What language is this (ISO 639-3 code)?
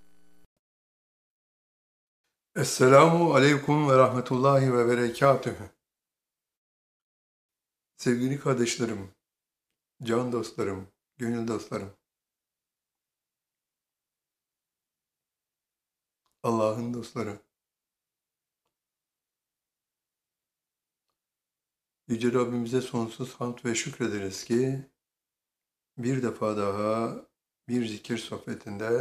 tur